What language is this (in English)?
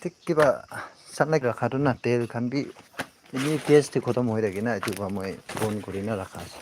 Naga Pidgin